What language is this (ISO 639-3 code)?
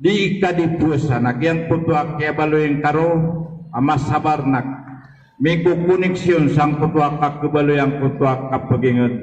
mrw